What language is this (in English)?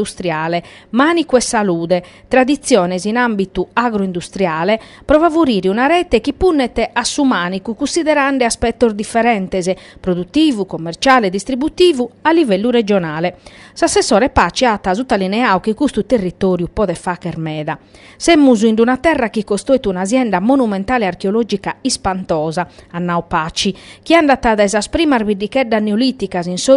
Sardinian